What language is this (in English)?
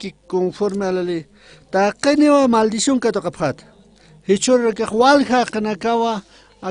Aymara